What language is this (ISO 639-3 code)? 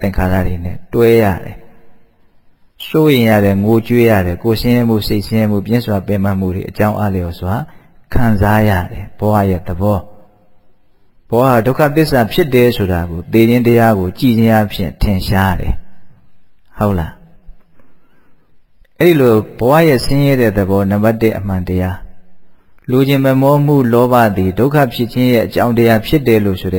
mya